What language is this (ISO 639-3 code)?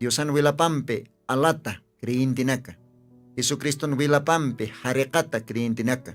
aym